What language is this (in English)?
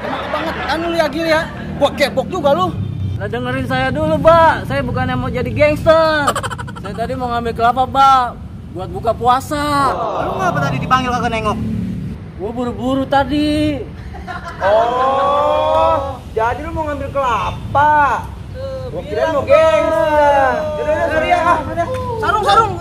Betawi